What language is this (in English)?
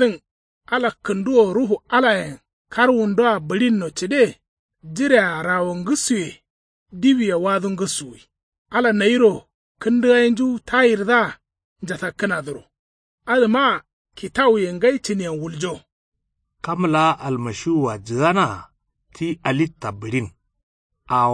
Kanuri